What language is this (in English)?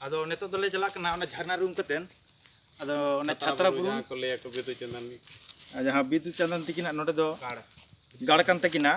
Santali